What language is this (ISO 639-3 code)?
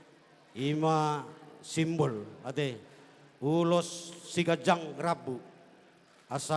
bbc